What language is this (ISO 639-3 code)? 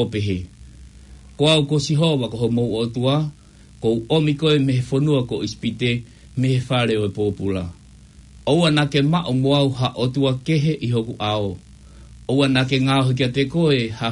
ton